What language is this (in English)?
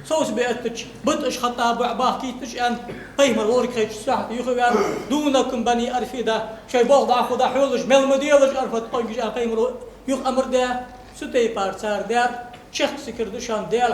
Ingush